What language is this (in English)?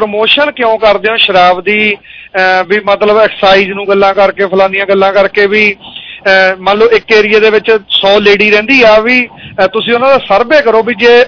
Punjabi